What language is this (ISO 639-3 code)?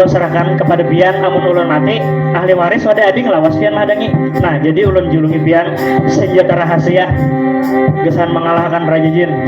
bjn